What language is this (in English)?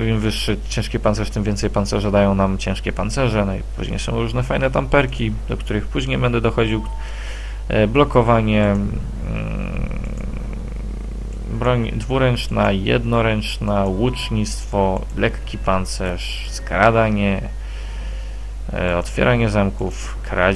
Polish